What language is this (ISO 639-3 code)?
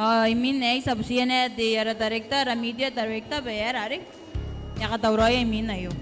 gil